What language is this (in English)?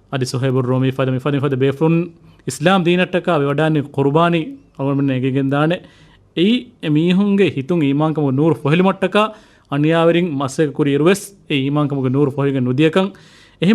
Divehi